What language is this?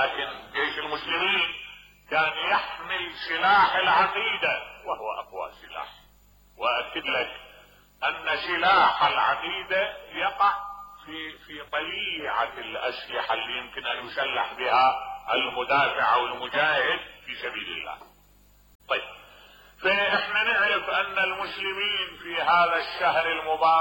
Mesopotamian Arabic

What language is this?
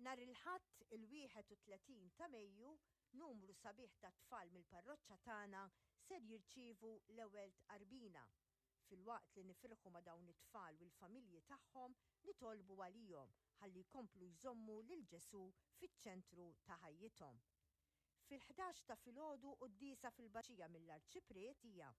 Maltese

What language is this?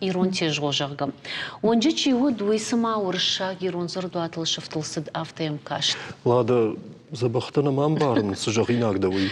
Ossetic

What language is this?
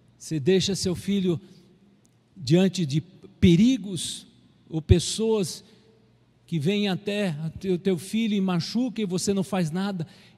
Portuguese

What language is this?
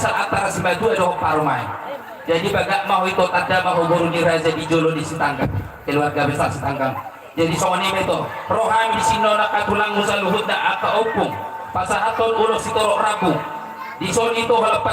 Batak Toba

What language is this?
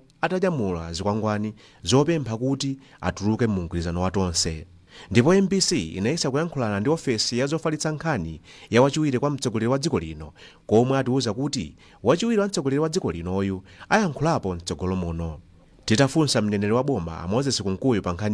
Nyanja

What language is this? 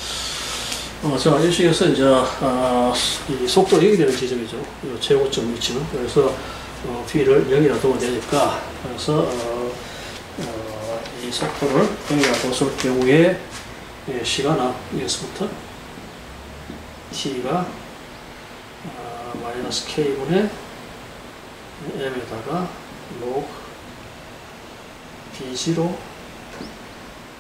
Korean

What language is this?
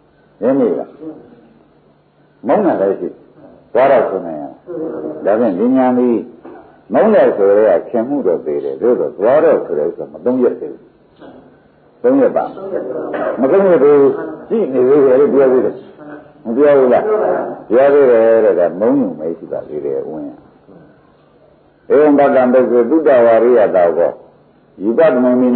Burmese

